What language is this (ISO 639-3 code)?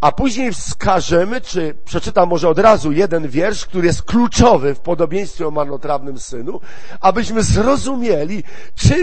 pol